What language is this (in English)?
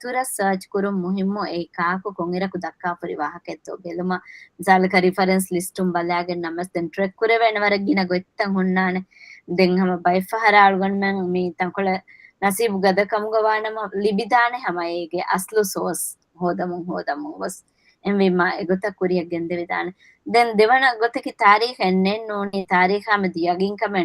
Divehi